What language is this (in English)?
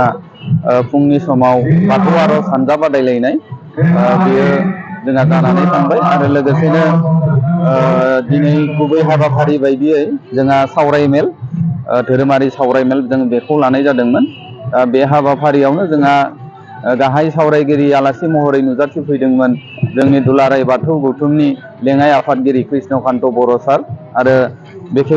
Bodo